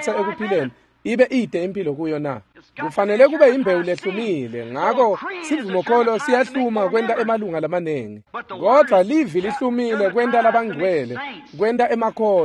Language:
Swati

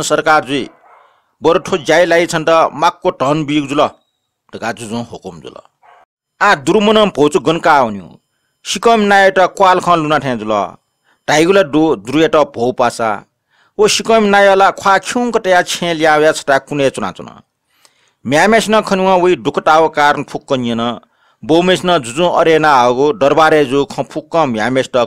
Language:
Newari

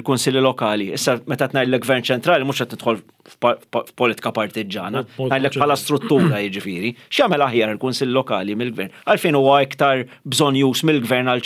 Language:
Maltese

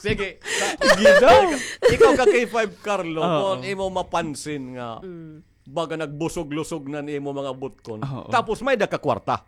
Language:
Waray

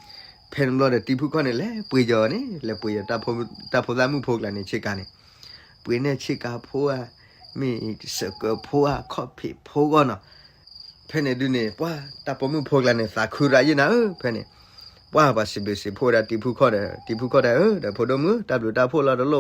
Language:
S'gaw Karen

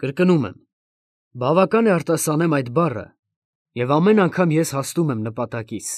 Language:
Armenian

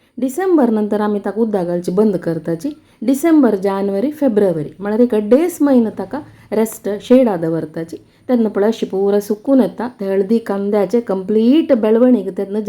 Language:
Konkani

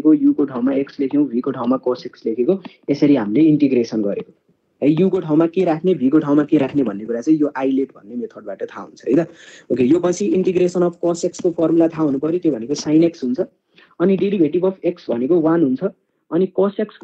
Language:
Nepali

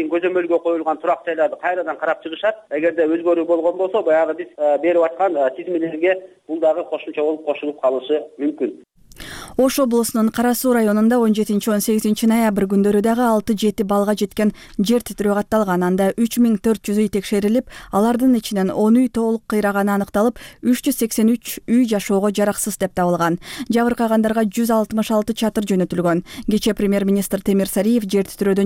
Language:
Kyrgyz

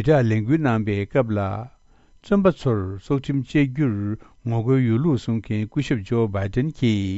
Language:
Tibetan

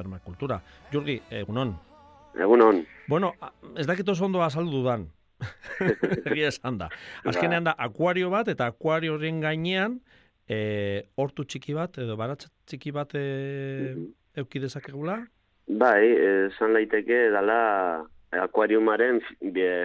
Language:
Basque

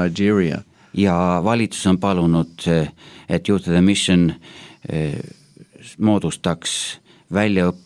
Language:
Estonian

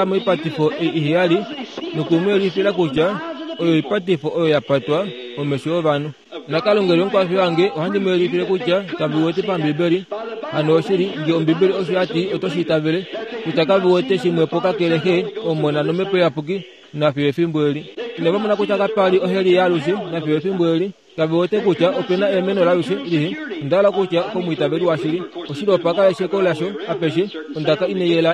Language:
Kuanyama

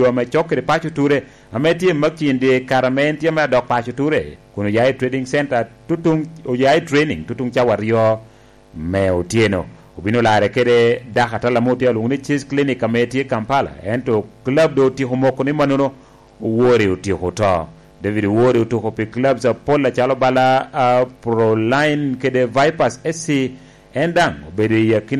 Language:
Lango (Uganda)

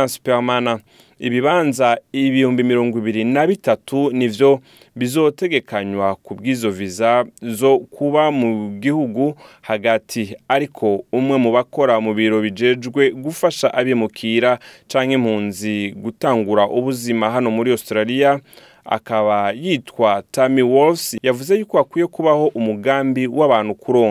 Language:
Rundi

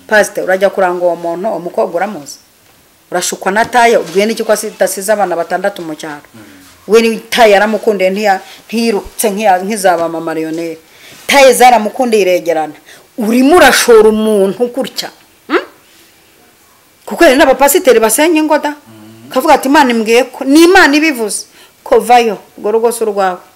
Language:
Kinyarwanda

